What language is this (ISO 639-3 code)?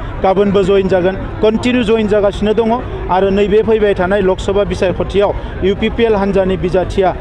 brx